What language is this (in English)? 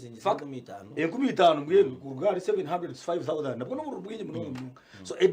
Nyankole